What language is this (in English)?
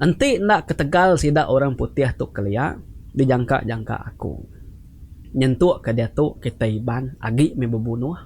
Iban